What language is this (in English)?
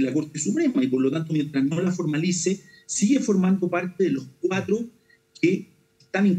Spanish